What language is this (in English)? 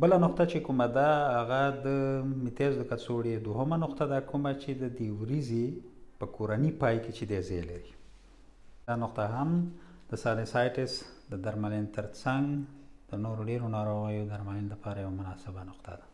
Pashto